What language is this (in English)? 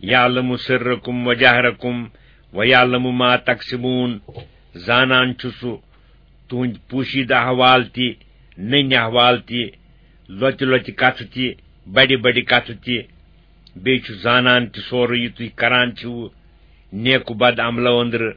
Kashmiri